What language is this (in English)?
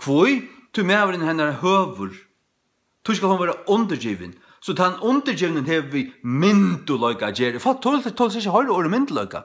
Faroese